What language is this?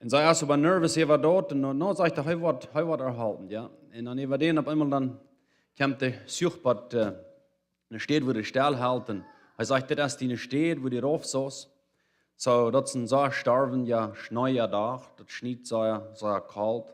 Plautdietsch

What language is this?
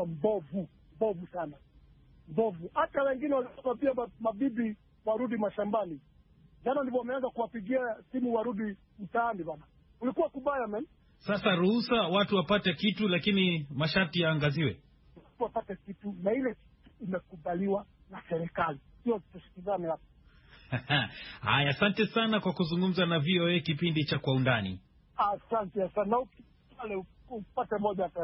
Swahili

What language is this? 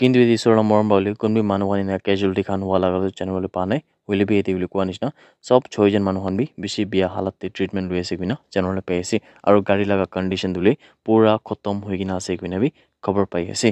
Naga Pidgin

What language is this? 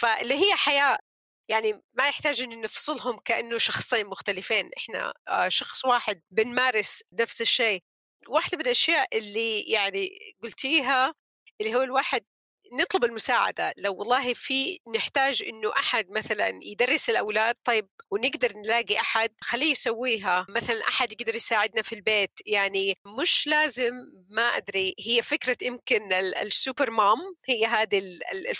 North Levantine Arabic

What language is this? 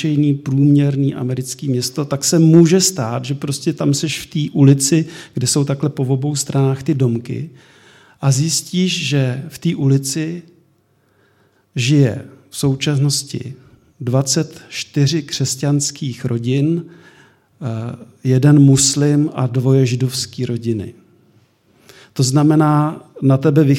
Czech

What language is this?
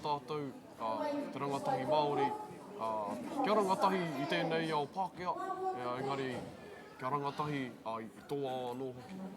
Māori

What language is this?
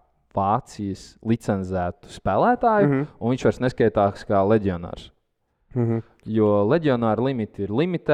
Latvian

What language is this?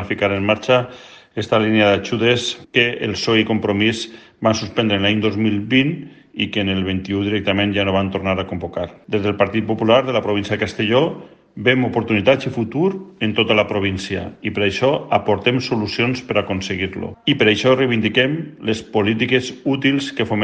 Catalan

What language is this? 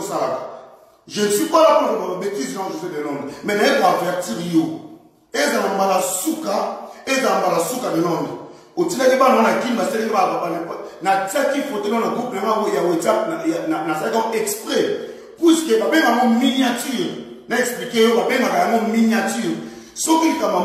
Lingala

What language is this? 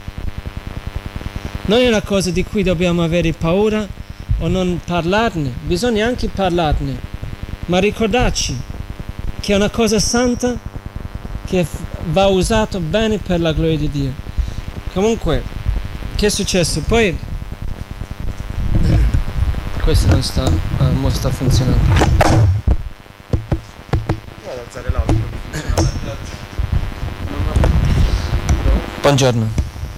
Italian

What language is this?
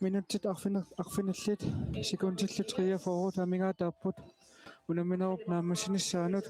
Kalaallisut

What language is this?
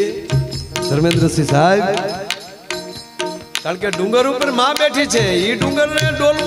Gujarati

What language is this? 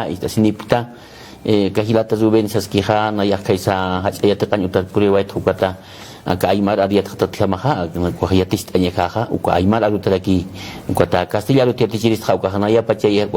Aymara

